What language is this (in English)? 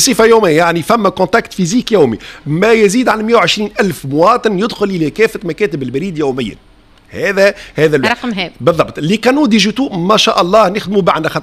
Tunisian Arabic